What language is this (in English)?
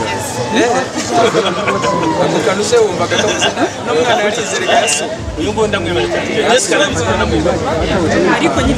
Kinyarwanda